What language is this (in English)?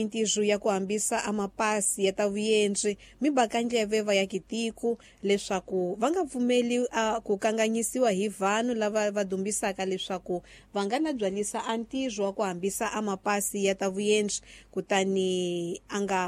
Tsonga